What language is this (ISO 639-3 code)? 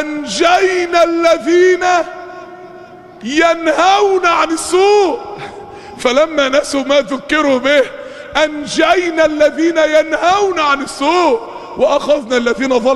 ara